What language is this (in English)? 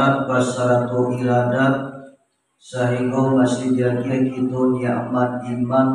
Minangkabau